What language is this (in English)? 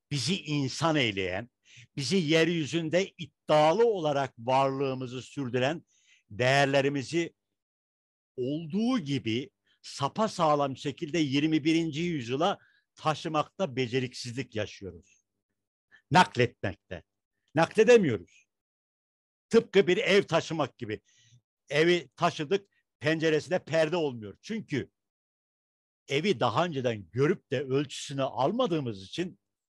Turkish